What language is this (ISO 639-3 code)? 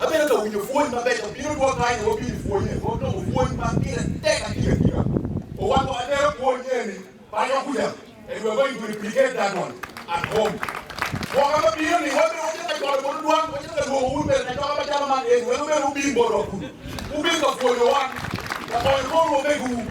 ach